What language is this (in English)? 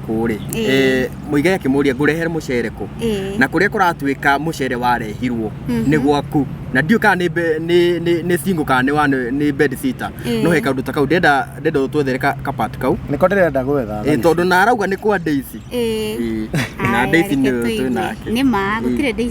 Kikuyu